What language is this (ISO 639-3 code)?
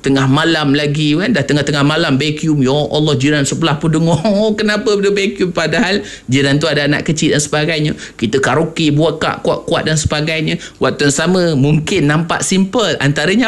msa